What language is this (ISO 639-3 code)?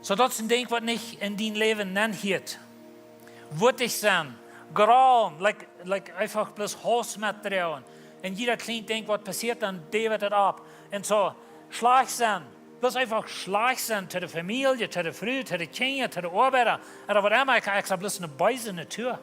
pdt